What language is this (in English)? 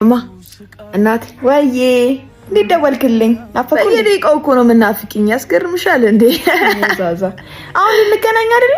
Amharic